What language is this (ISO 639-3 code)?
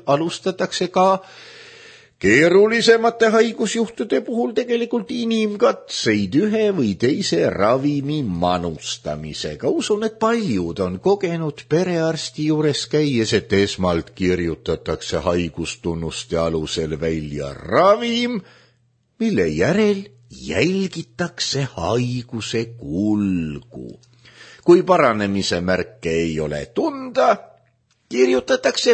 est